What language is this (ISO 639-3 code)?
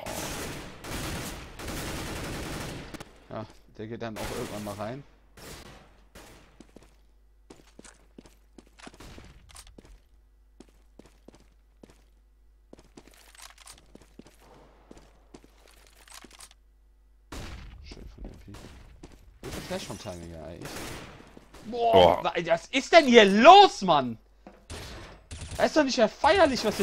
deu